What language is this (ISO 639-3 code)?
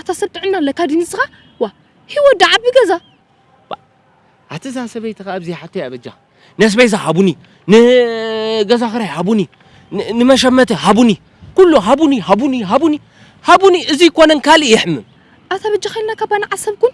tir